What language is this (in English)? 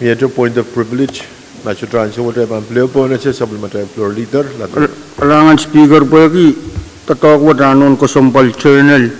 Pohnpeian